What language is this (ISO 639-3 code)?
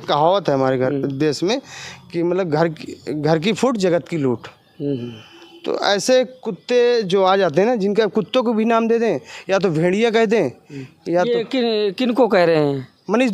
hin